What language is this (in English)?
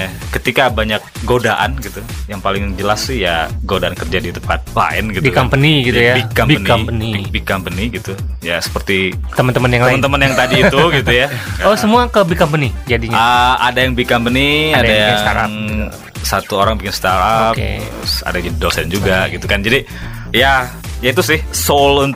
Indonesian